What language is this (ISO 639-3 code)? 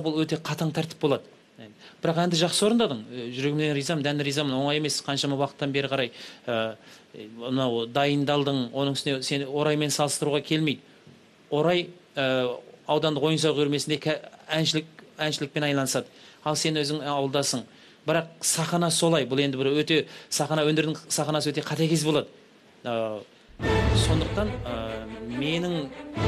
kaz